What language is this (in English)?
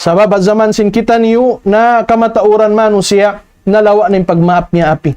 Tausug